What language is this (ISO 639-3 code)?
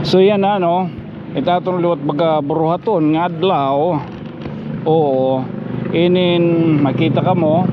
war